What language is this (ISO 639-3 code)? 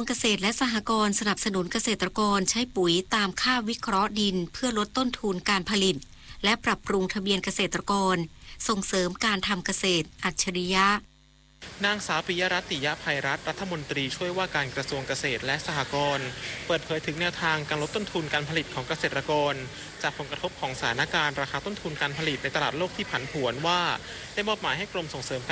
tha